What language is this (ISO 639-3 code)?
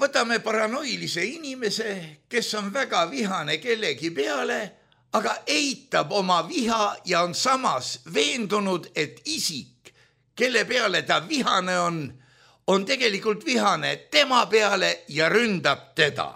est